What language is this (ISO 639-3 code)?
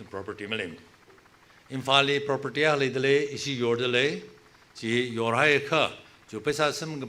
nmf